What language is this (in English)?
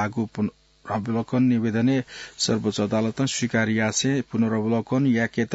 Newari